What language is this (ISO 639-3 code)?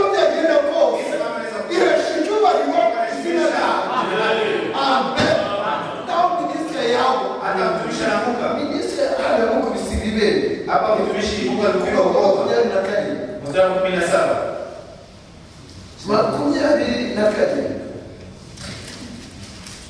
kin